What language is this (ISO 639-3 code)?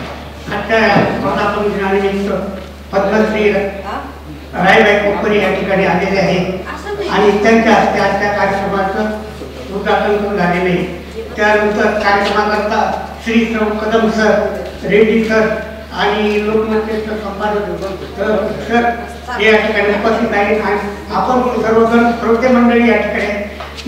mar